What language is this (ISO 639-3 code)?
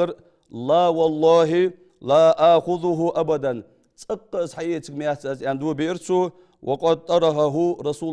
inh